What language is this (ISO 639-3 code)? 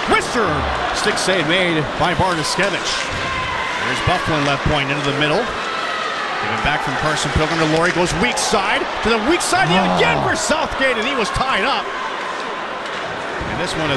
eng